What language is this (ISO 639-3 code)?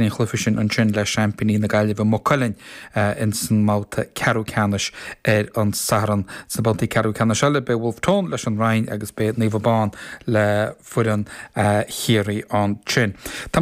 gle